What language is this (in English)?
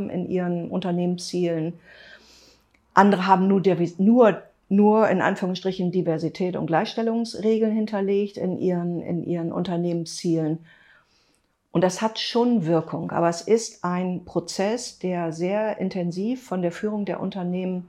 German